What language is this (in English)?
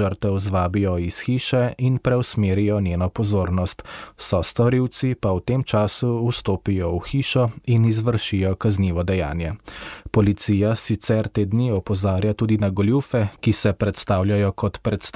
Slovenian